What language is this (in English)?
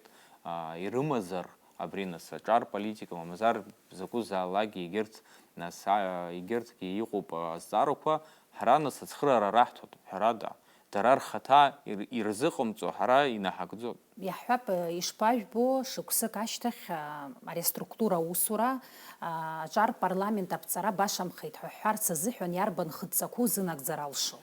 Abkhazian